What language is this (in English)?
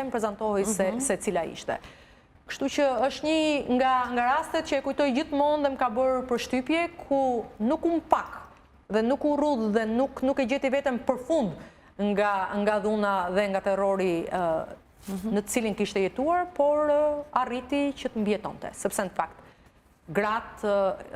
Albanian